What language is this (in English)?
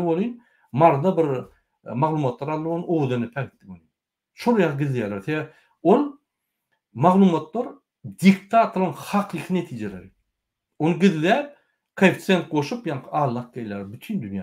Turkmen